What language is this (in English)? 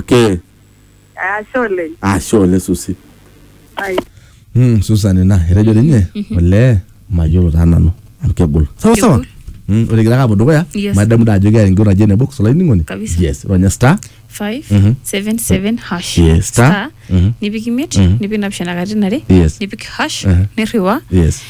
Masai